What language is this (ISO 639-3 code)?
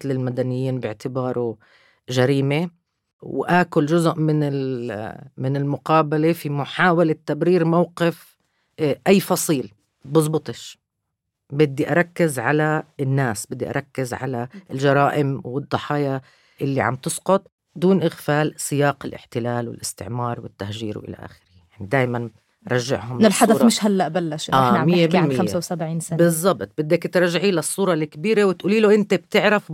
apc